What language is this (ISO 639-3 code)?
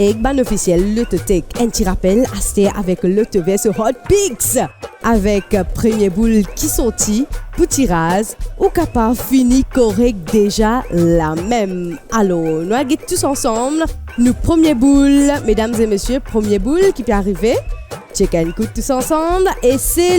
mfe